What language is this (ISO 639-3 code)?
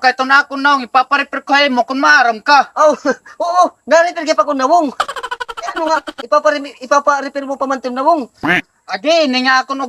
war